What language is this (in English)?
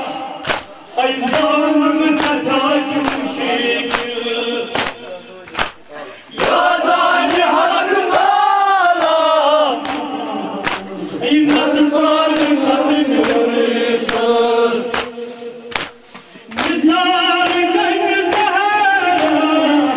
Kashmiri